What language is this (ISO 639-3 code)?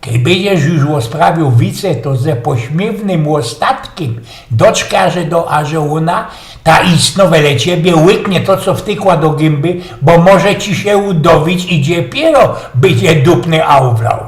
szl